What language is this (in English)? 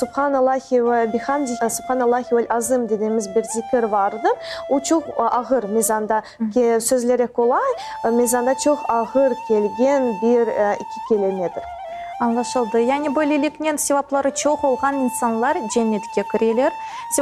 Crimean Tatar